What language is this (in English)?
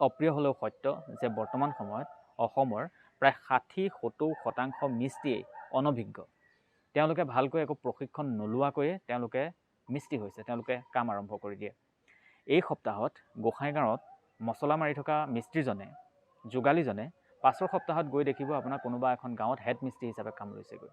Assamese